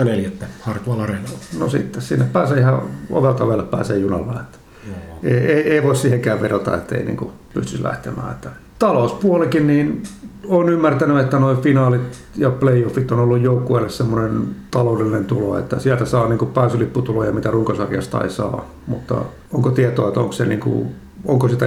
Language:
Finnish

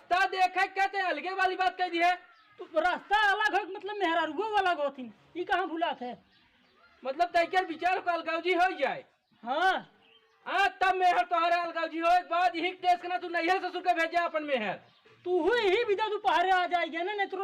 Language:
Awadhi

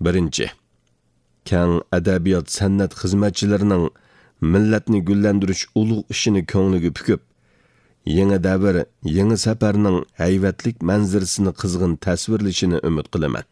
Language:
Uyghur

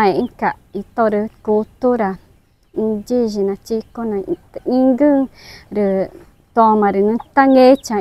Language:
Ticuna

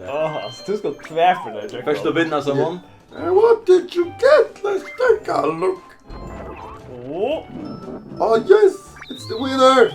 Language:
Faroese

